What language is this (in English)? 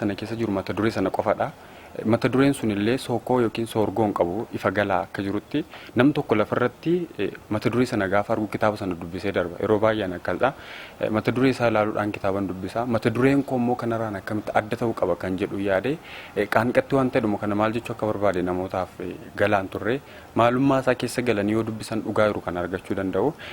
Oromo